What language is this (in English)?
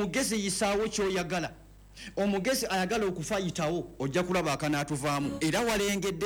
Ganda